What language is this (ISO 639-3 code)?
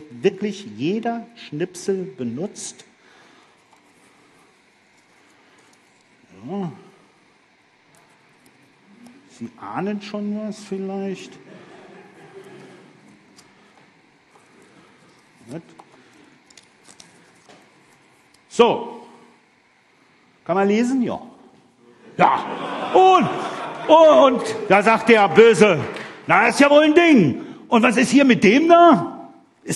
deu